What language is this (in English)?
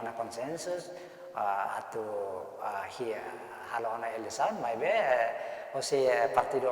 Tetum